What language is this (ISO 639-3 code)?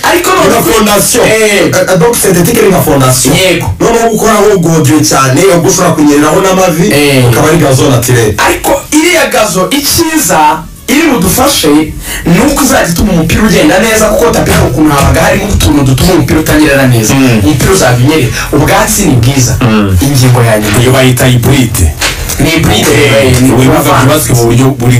kin